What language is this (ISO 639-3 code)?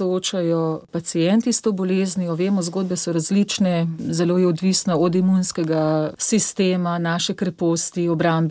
slv